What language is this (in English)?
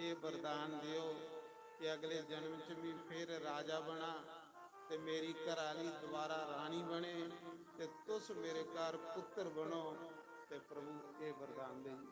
Dogri